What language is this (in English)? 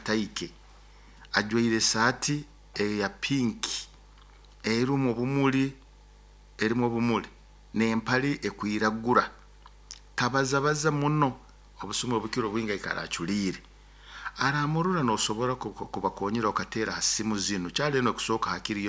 Nyoro